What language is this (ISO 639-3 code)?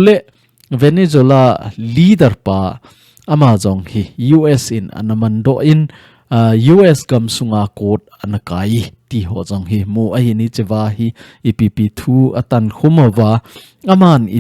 tcz